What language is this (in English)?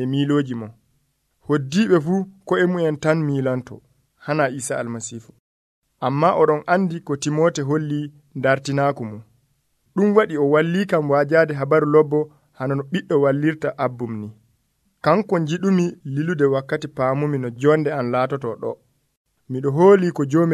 Nigerian Fulfulde